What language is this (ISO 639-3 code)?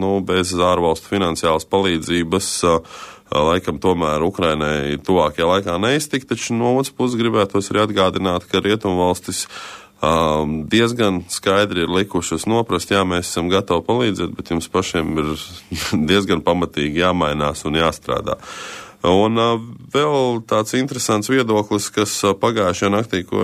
lav